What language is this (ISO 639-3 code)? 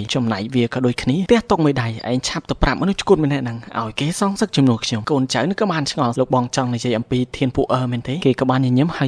khm